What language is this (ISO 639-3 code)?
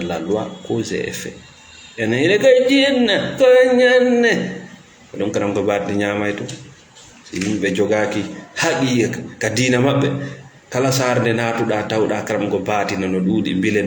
ful